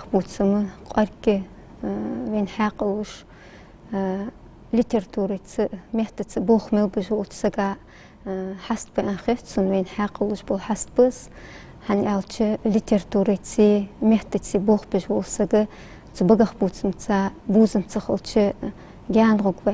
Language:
Ingush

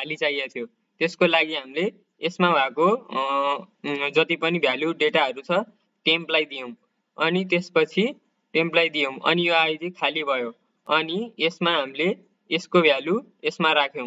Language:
Nepali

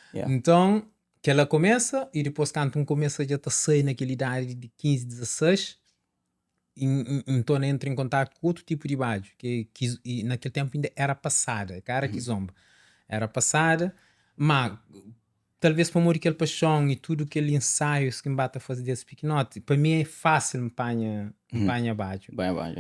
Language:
Kabuverdianu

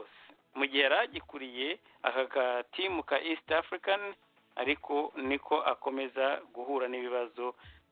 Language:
Kinyarwanda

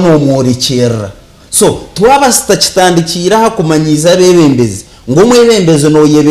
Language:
Nyankole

